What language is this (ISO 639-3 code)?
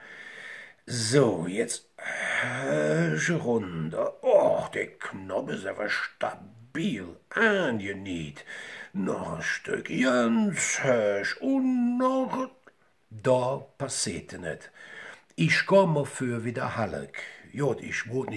ksh